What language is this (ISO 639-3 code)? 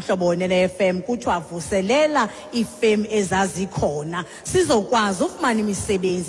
xho